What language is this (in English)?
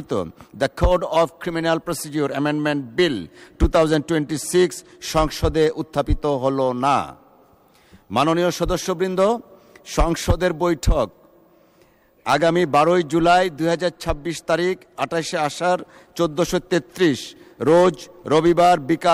Bangla